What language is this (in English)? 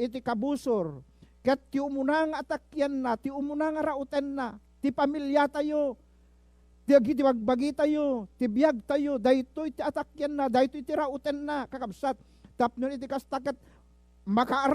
Iloko